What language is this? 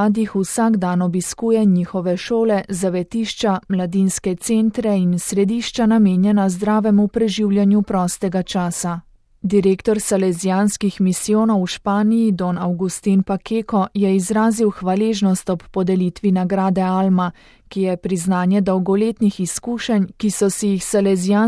Slovenian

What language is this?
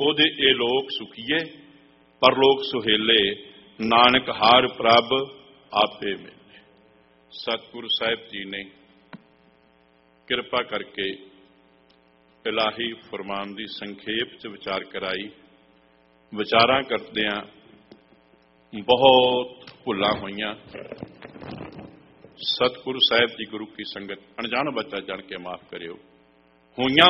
Punjabi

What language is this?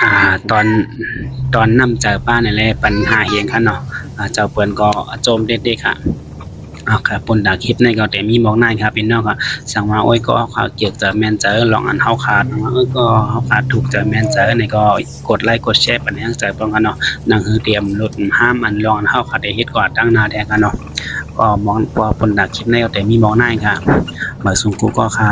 Shan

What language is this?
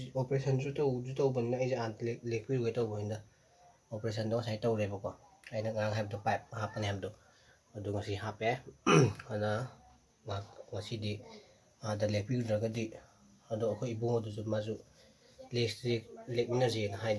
Manipuri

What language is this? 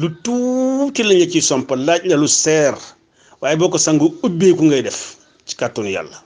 Wolof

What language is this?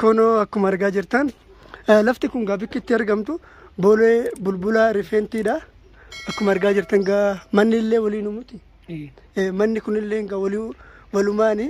Oromo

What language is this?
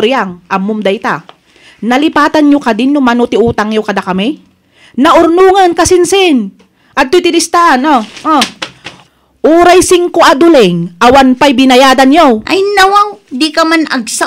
Iloko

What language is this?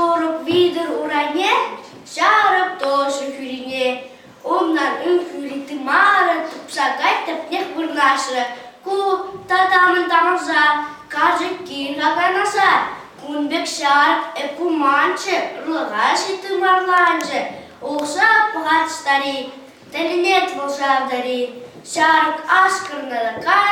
Chuvash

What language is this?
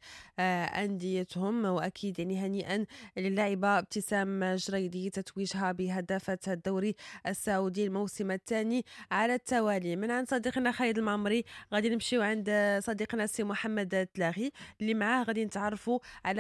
Moroccan Arabic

